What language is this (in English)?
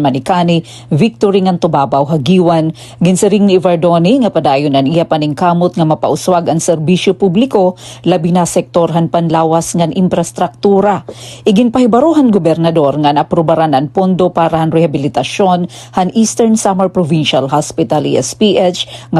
Waray